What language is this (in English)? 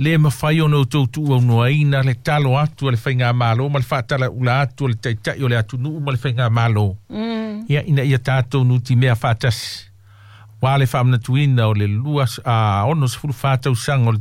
Samoan